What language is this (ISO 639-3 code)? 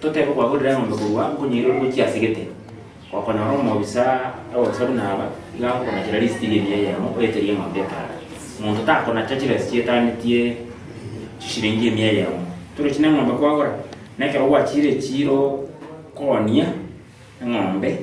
guz